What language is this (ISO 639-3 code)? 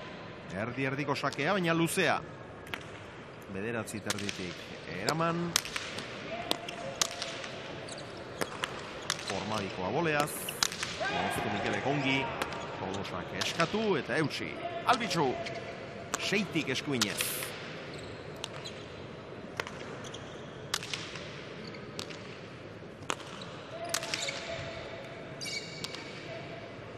eus